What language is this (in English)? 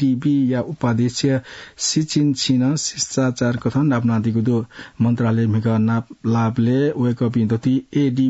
Newari